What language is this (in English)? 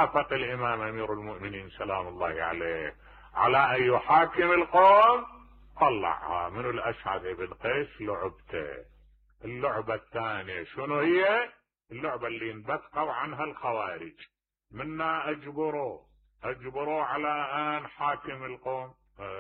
Mesopotamian Arabic